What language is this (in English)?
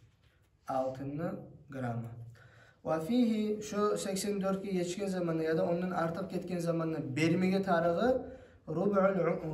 Kumyk